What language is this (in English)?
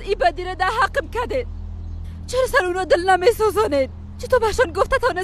Persian